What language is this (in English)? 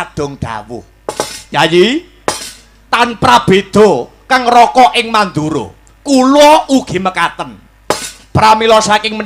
Javanese